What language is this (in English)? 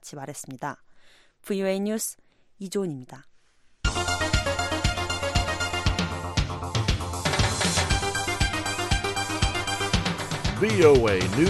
Korean